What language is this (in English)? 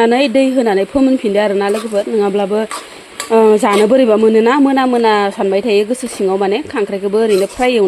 Bodo